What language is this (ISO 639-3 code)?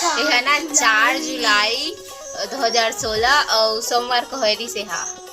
hne